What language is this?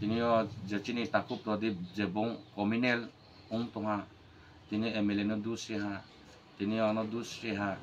Kok Borok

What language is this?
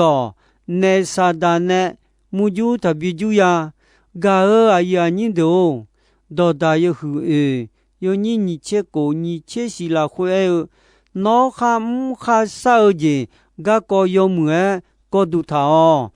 Akha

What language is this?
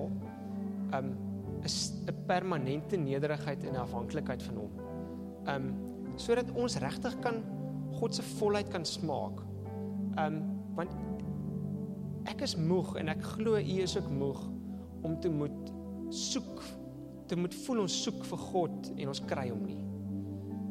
Afrikaans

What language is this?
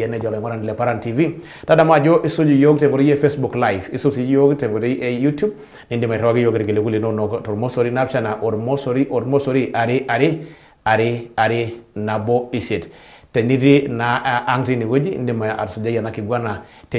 Masai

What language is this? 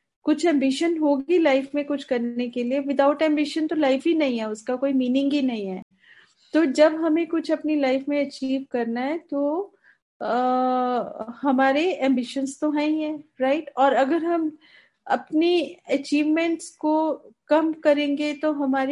Hindi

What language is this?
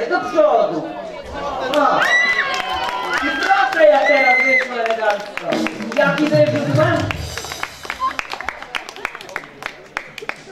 Polish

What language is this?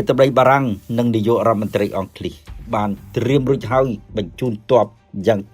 Khmer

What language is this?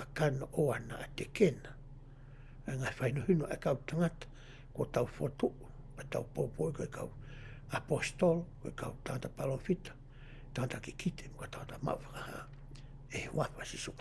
Tongan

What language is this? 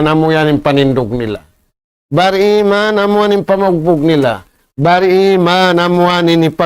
Tausug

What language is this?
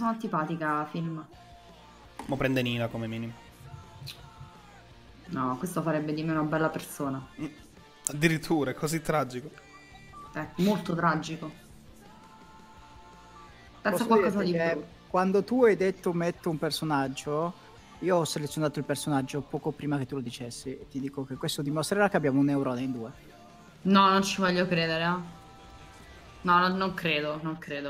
Italian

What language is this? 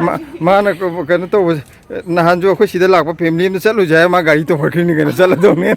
Manipuri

